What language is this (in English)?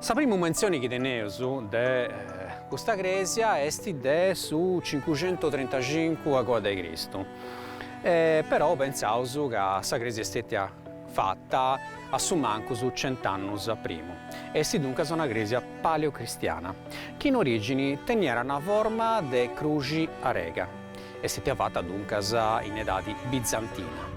Sardinian